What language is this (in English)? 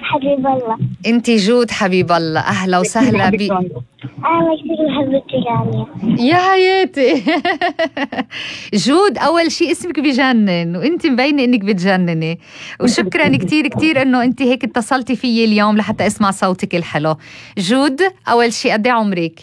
North Levantine Arabic